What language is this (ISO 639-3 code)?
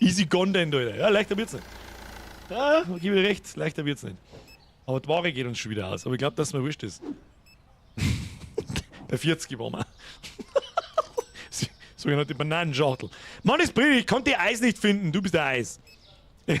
bar